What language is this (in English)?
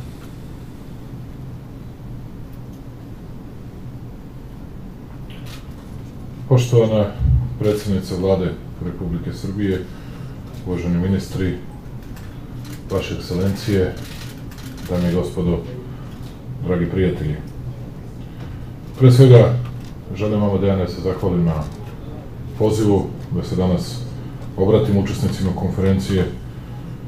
Serbian